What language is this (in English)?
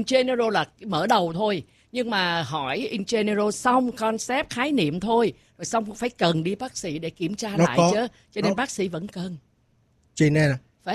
Vietnamese